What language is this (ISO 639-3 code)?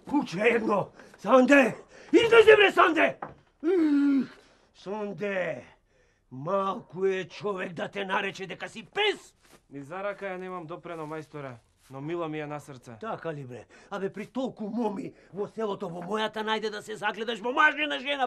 mkd